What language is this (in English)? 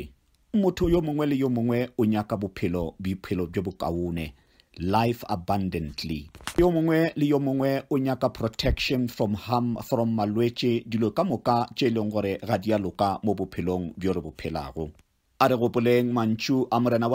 Northern Sotho